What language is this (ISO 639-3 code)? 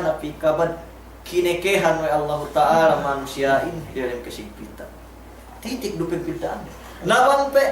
yka